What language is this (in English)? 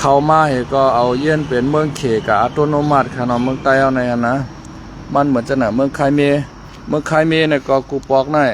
Shan